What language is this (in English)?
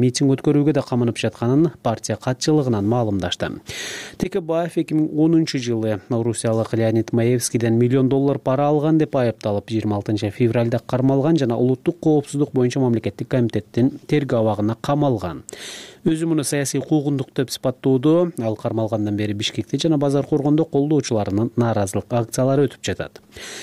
Kyrgyz